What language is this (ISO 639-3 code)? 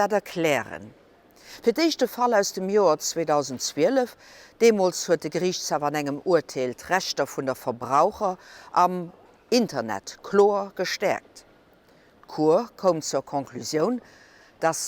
ltz